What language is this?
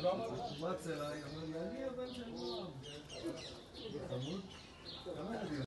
Hebrew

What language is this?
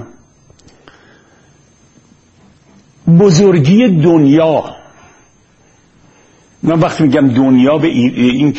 Persian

